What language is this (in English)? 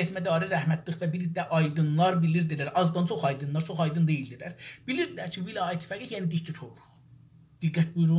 South Azerbaijani